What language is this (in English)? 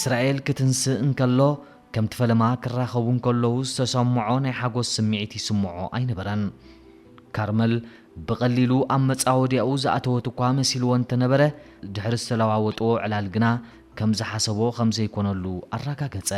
Tigrinya